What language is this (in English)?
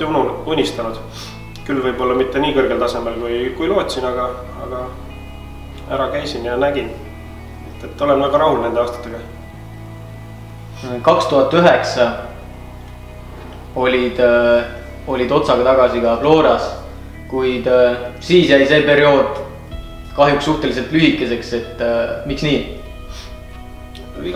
Estonian